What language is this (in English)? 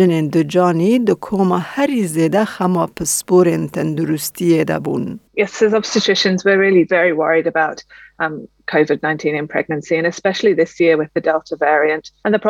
Kurdish